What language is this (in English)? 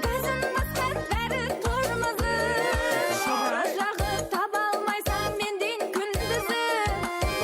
Kara-Kalpak